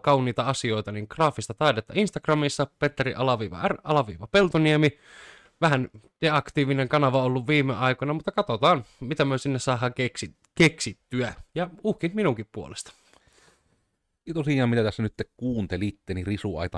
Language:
Finnish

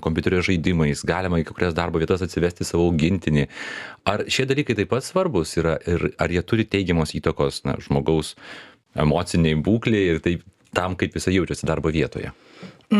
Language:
Lithuanian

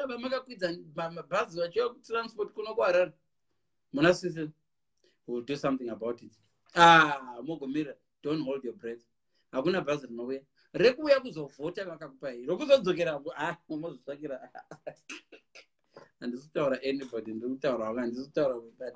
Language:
Shona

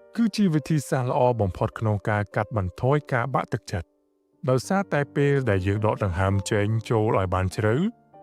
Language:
Khmer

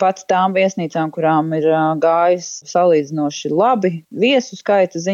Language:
Latvian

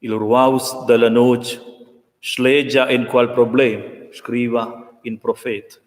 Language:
Romansh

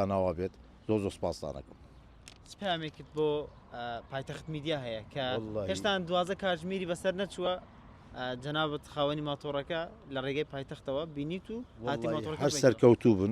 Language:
Central Kurdish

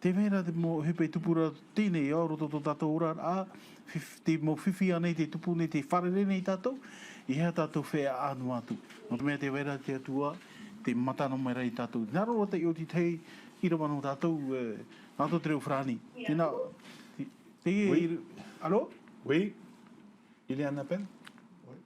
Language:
Tahitian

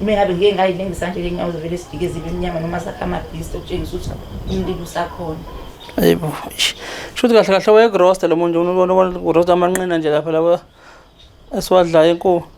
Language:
Zulu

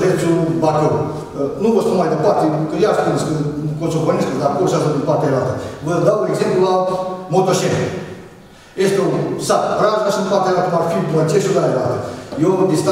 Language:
Romanian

